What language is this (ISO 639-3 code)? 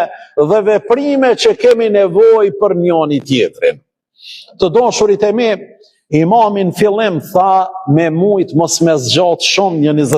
sqi